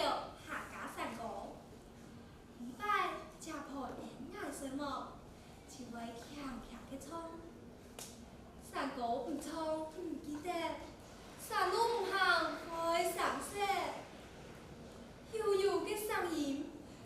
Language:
Hakka Chinese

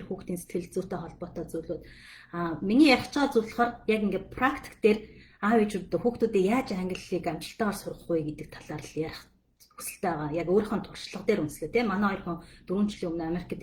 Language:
Mongolian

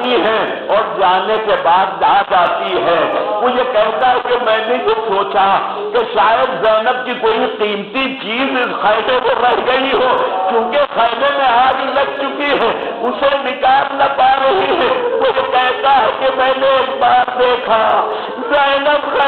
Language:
Urdu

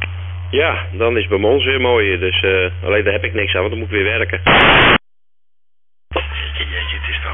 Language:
Dutch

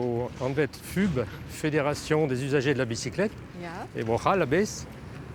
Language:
Breton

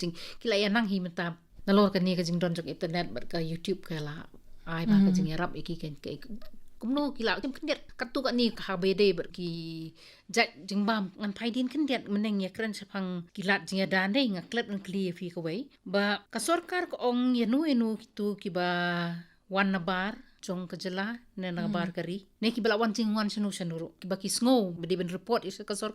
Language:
Khasi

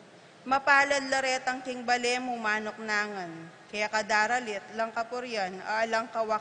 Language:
Pampanga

